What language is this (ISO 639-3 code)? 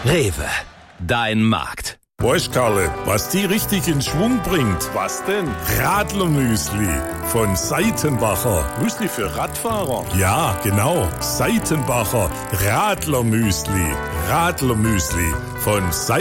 deu